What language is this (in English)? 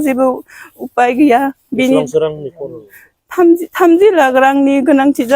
Bodo